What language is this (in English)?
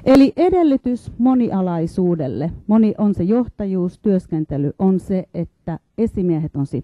Finnish